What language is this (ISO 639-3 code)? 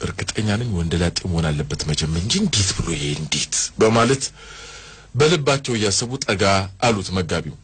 amh